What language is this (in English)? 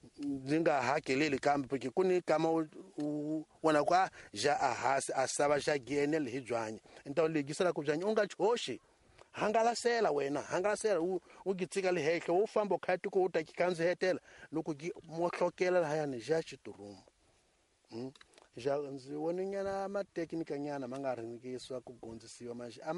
Tsonga